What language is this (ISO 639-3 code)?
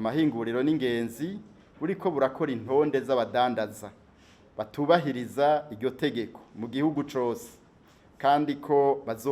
run